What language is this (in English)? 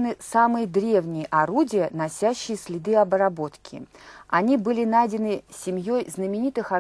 Russian